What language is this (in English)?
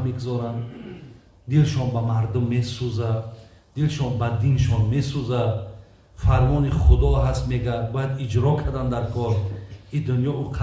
Tajik